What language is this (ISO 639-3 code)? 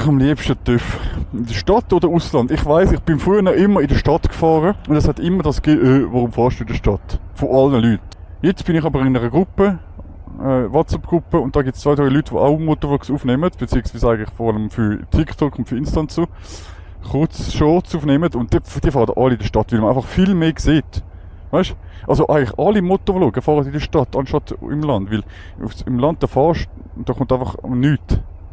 gsw